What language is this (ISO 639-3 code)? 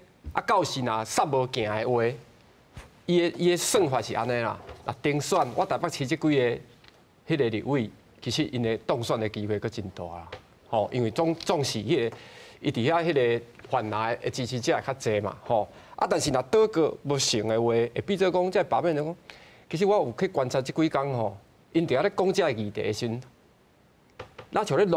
nan